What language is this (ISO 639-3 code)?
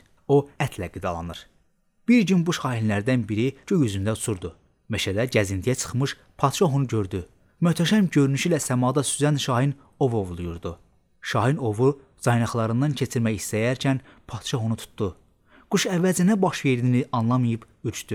aze